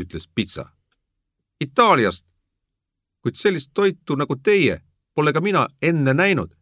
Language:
Estonian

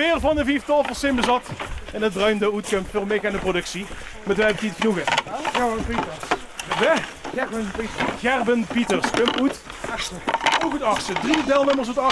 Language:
Limburgish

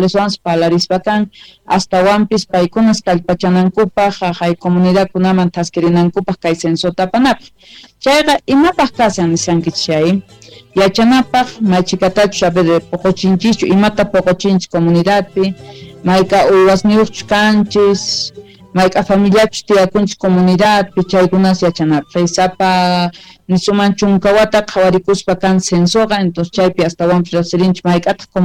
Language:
South Bolivian Quechua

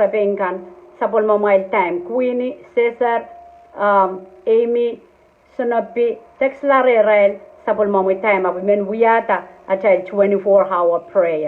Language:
Pohnpeian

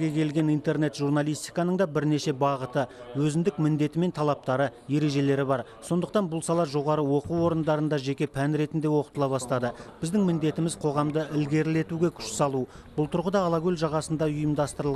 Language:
Kazakh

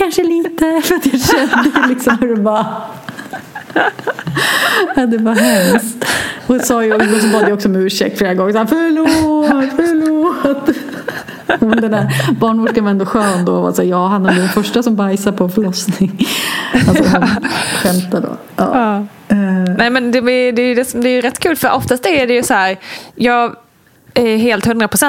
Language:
Swedish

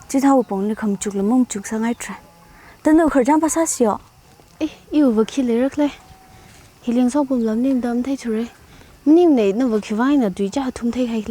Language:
Tangkhul Naga (India)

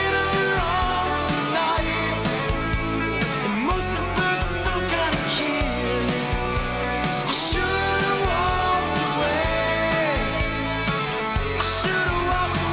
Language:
English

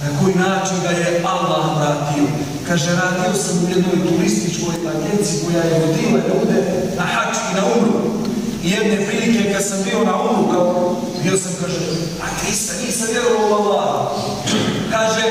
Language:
Bosnian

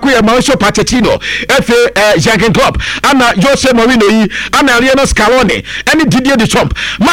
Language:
Akan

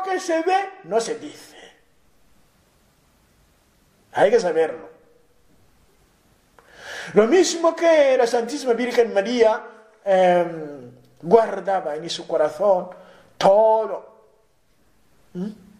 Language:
Spanish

